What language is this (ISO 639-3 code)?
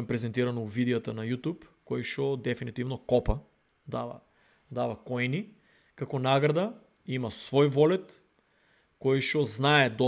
mkd